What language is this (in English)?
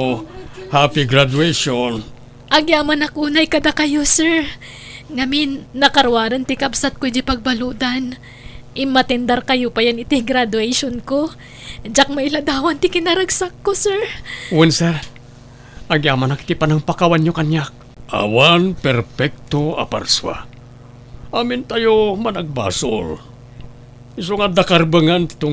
Iloko